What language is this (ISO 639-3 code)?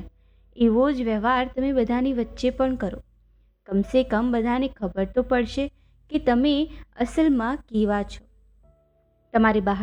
guj